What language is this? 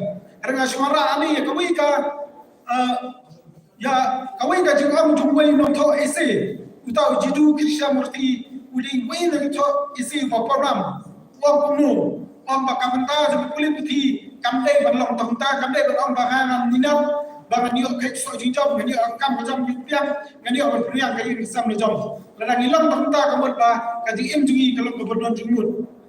Khasi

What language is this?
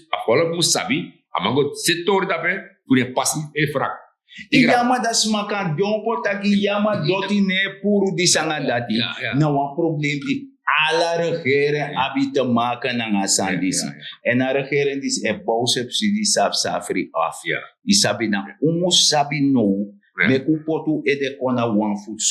Sranan Tongo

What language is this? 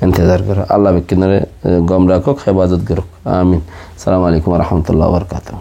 Rohingya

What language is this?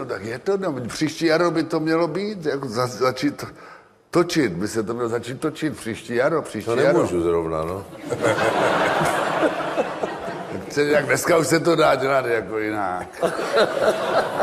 Czech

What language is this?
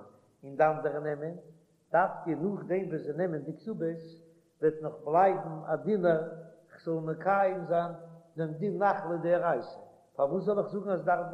Yiddish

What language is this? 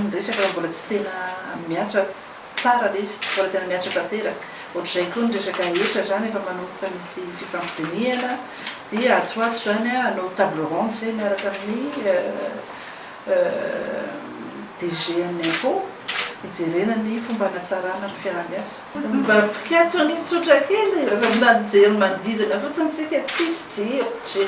Malagasy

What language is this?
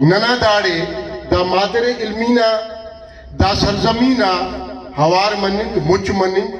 Brahui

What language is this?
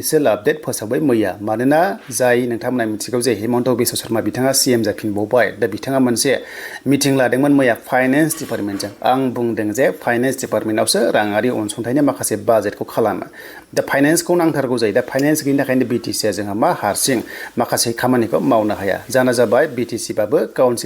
Bodo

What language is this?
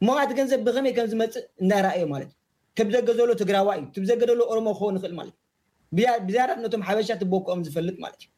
Tigrinya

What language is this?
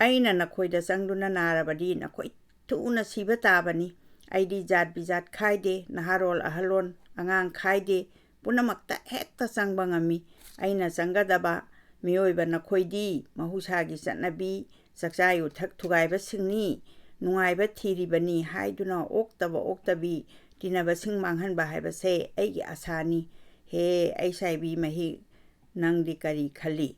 Manipuri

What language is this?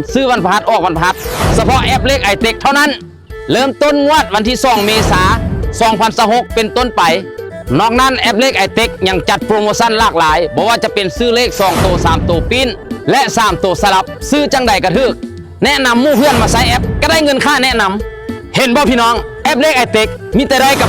Northeastern Thai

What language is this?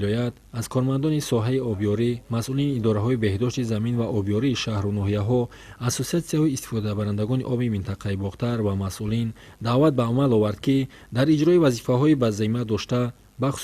Tajik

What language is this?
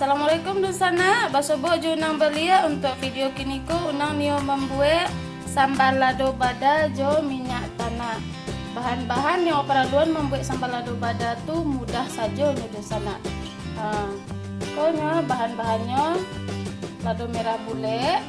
Minangkabau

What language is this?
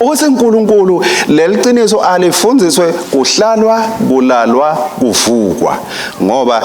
Swati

